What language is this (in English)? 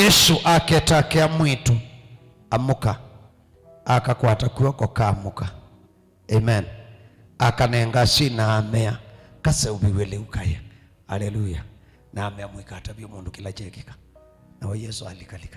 Kamba